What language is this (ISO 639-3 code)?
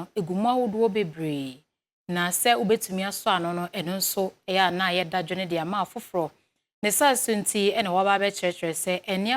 aka